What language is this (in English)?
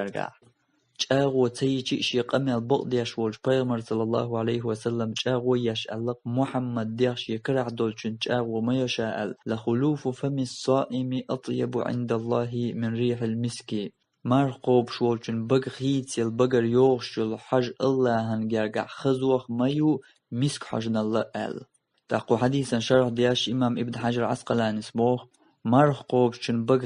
Chechen